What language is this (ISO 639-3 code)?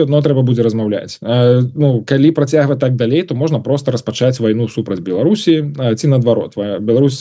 bel